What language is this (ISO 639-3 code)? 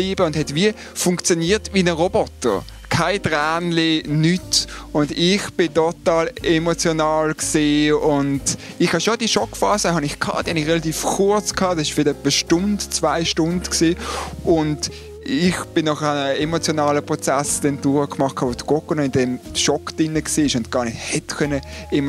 gsw